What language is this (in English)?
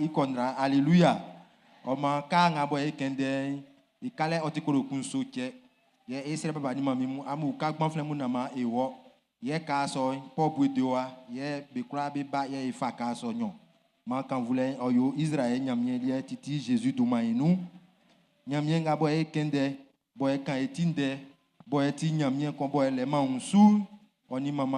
Baoulé